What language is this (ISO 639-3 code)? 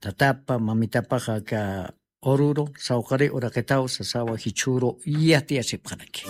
aym